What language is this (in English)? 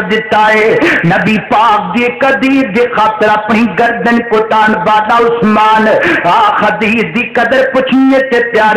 Western Panjabi